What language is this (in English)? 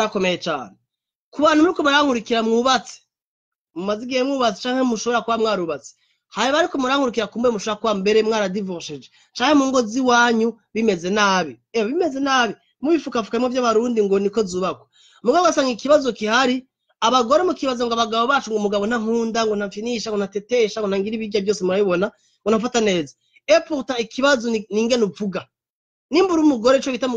Rundi